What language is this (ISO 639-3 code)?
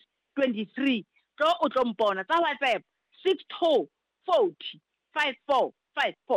sot